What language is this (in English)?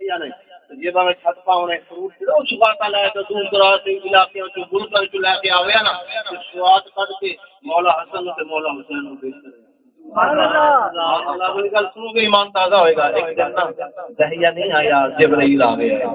Saraiki